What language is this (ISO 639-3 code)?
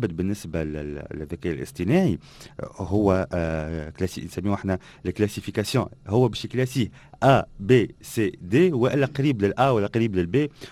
aeb